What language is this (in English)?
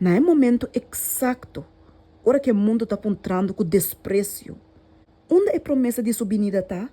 Papiamento